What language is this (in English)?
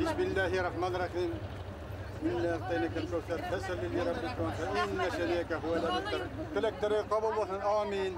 Bashkir